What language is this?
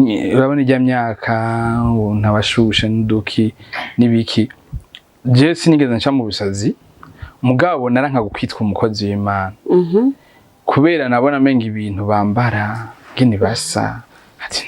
Rundi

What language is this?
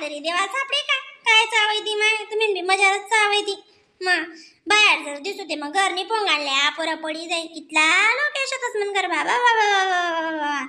Khandesi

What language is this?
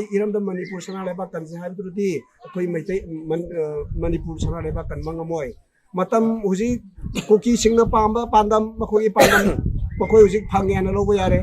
Manipuri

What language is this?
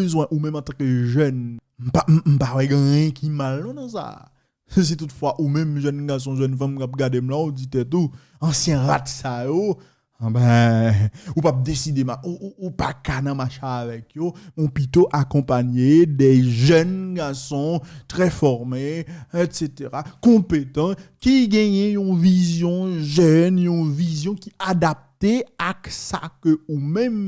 Haitian Creole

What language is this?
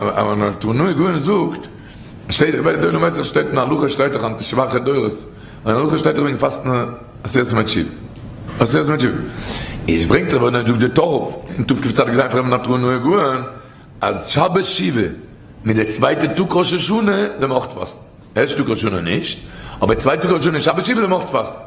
Yiddish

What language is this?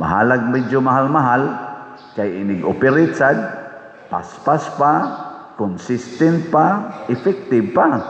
Cebuano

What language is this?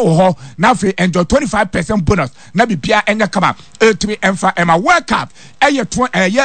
Akan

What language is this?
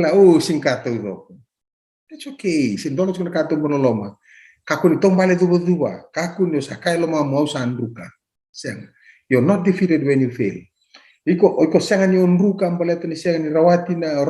Fijian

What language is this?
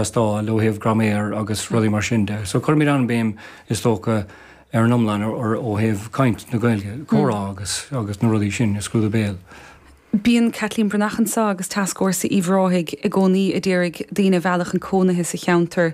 Irish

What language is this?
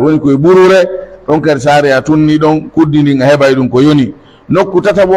Pular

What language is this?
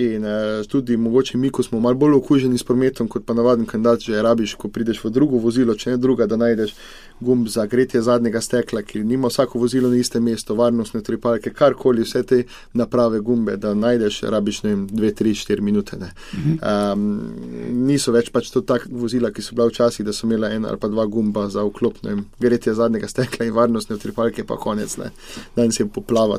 Slovenian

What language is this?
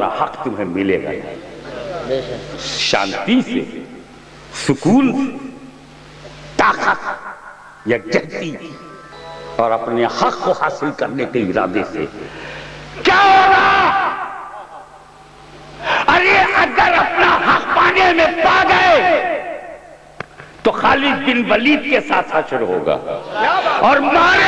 Urdu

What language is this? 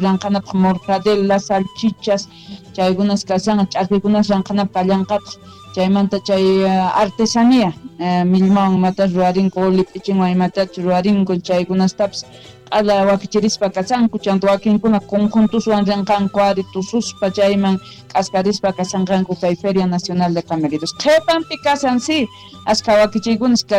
Quechua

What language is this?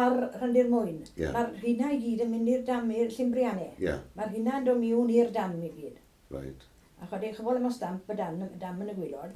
Welsh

